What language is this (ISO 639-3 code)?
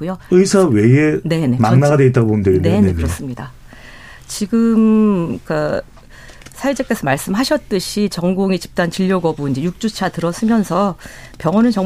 kor